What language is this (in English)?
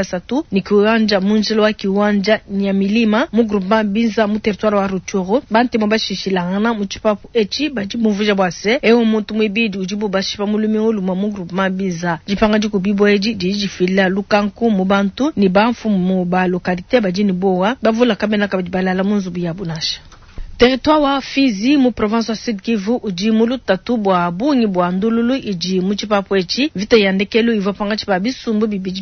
Luba-Lulua